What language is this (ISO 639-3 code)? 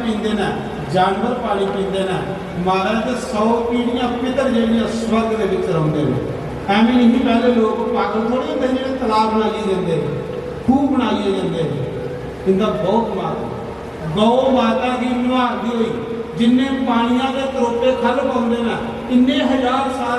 doi